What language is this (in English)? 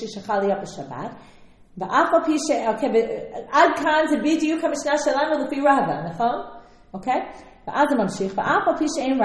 Hebrew